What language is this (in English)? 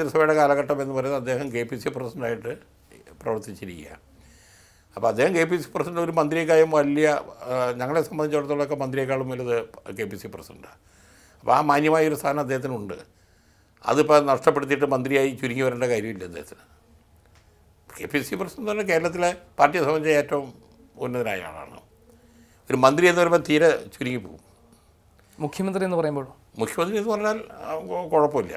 Malayalam